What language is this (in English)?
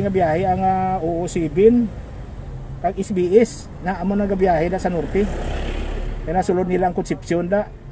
Hiligaynon